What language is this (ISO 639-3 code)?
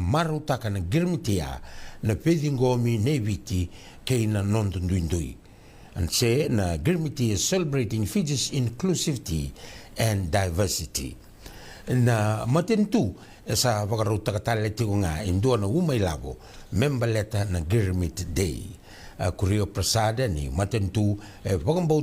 fij